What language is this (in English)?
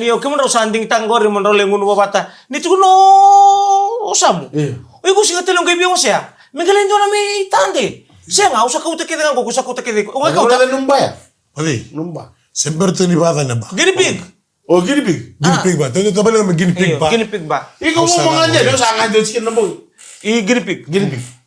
Fijian